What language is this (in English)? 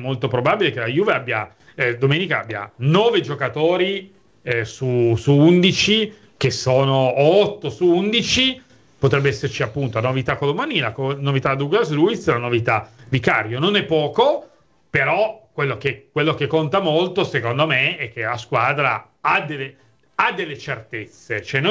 Italian